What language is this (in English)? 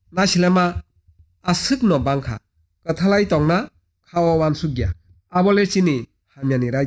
Kok Borok